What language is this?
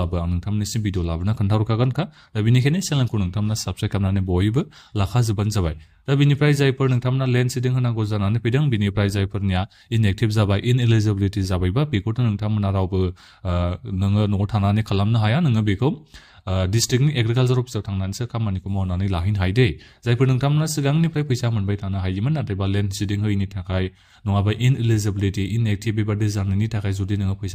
Bodo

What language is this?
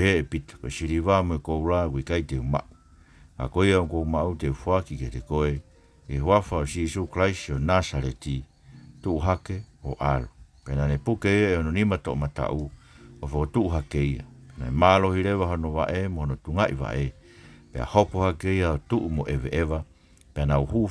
Tongan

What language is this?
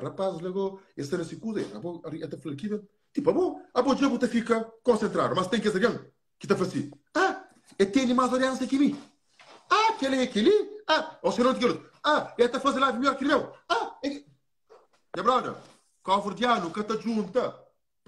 Kabuverdianu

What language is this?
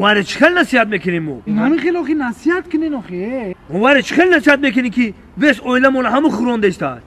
Tajik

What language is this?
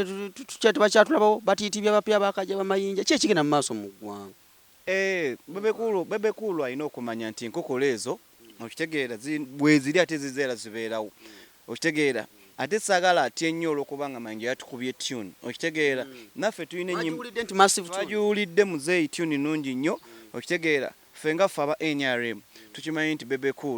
Ganda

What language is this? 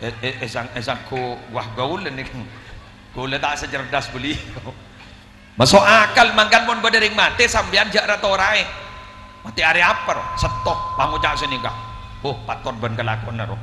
Madurese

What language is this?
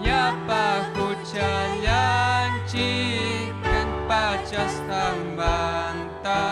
Ayacucho Quechua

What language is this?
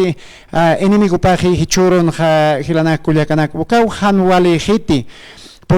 Aymara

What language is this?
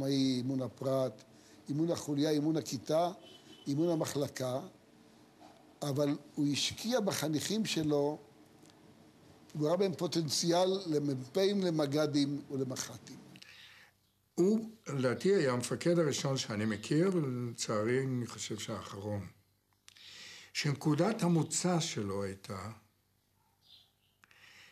Hebrew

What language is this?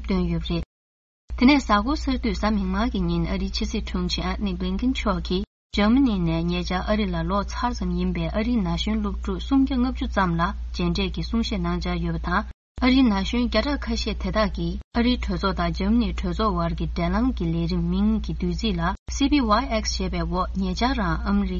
Tibetan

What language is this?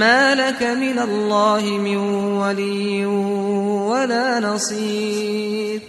Tajik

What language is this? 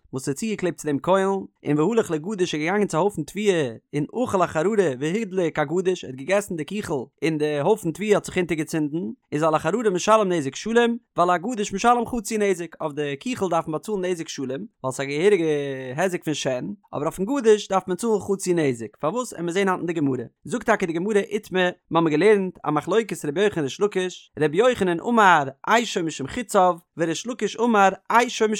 Yiddish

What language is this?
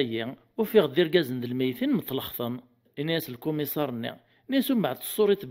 Kabyle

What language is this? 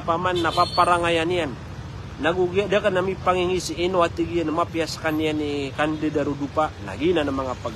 Maranao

